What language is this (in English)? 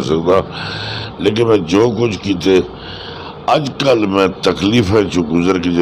Saraiki